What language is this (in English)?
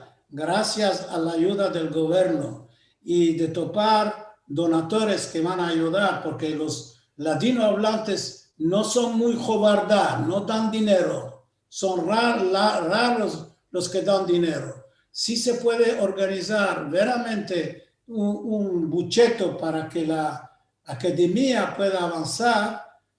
Ladino